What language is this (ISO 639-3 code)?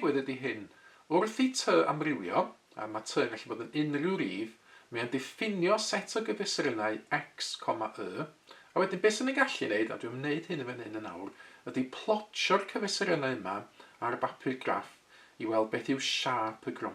cym